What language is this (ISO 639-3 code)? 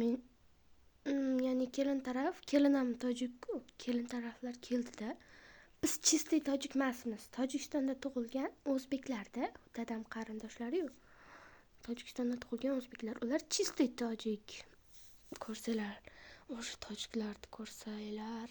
uzb